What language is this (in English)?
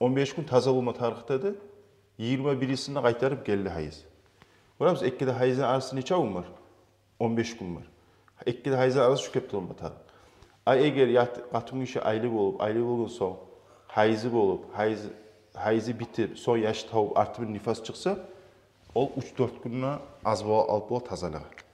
Kumyk